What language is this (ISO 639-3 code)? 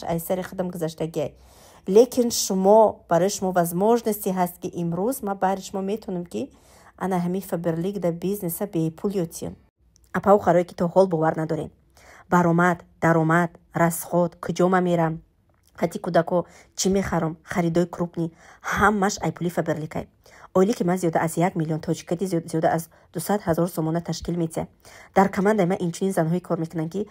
tgk